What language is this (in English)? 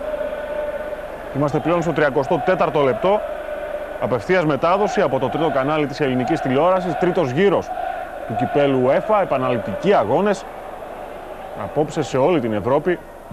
Greek